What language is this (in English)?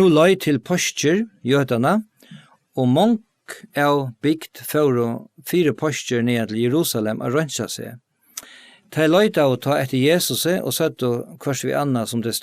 Faroese